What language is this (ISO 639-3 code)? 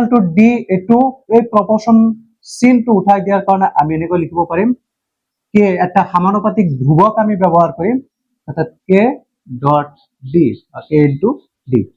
asm